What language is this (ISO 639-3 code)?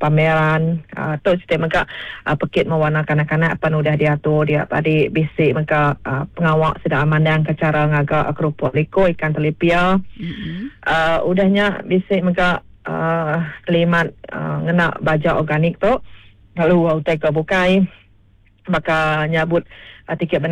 iba